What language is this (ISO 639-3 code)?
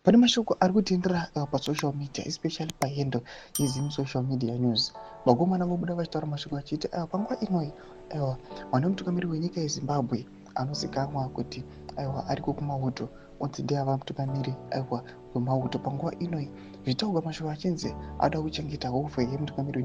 sna